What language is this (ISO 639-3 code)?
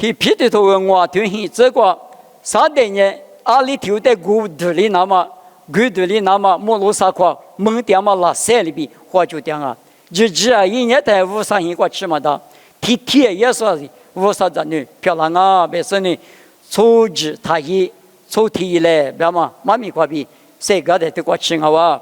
lis